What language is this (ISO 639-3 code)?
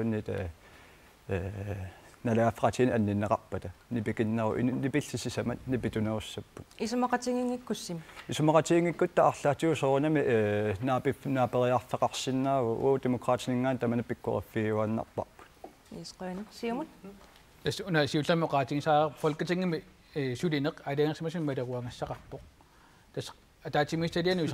kal